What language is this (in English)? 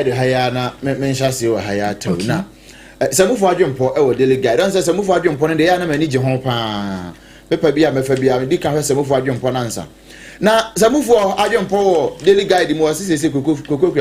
Akan